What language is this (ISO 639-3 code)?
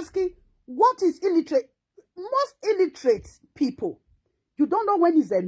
pcm